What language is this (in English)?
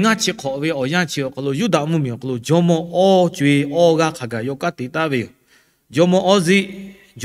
Lahu